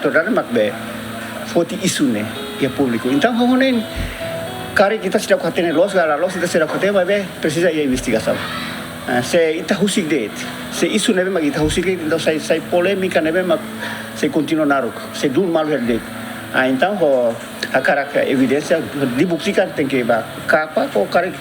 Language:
Tetum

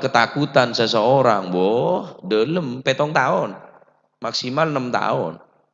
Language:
Madurese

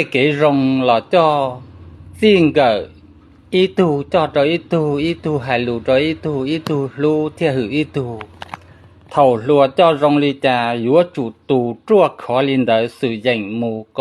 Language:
Hmong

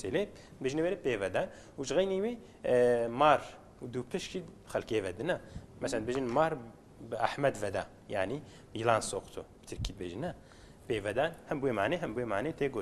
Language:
Kurdish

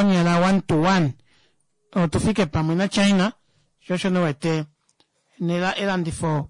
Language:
Kuanyama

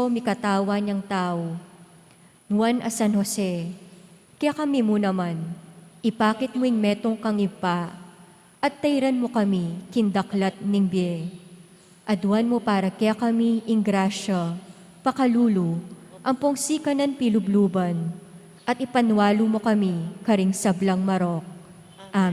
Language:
Pampanga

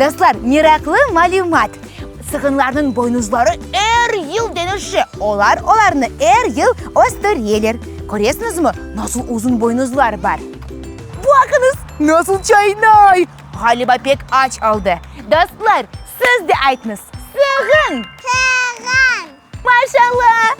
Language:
Crimean Tatar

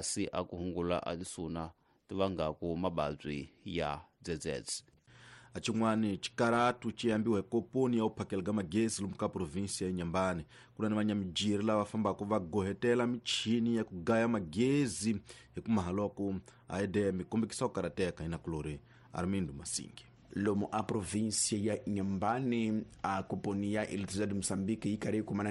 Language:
Tsonga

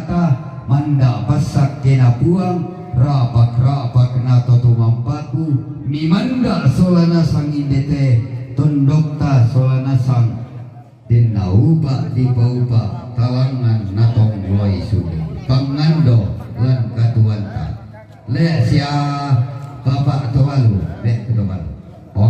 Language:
Toraja-Sa'dan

